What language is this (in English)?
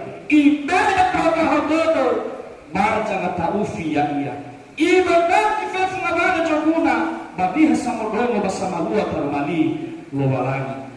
Nias